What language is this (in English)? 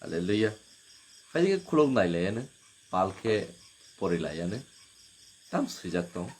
Kok Borok